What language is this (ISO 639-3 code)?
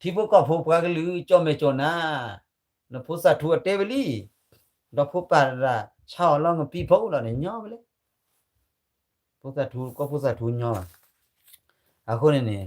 ksw